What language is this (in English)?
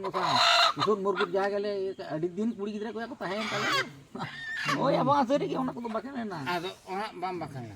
Santali